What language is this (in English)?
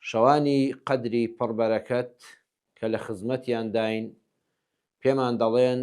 Central Kurdish